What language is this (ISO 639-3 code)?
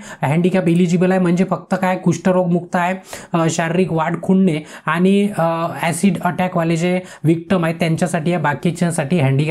mar